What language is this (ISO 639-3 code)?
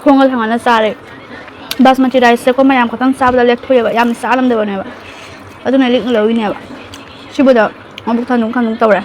mni